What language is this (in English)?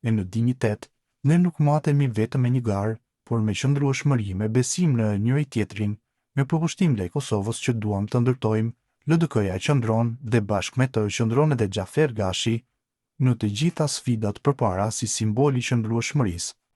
Albanian